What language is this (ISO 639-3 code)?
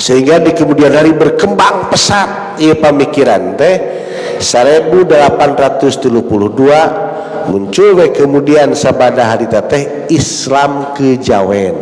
sun